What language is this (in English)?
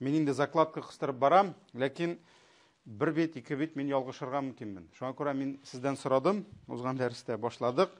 Tatar